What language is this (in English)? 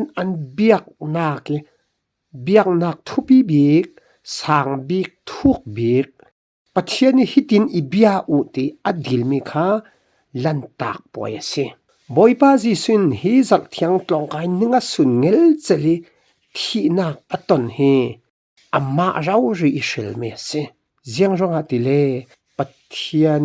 Falam Chin